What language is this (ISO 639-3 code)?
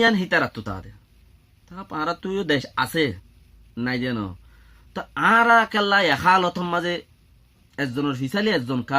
rhg